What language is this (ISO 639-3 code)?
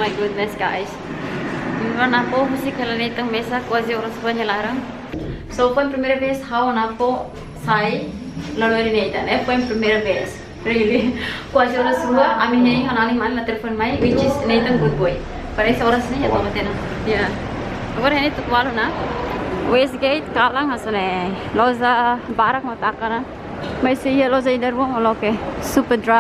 tet